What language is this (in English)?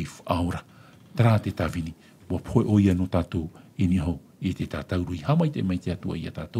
Tahitian